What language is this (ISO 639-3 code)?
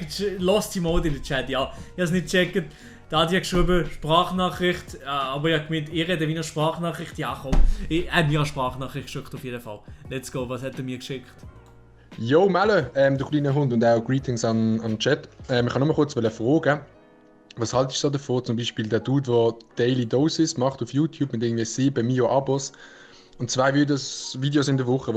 gsw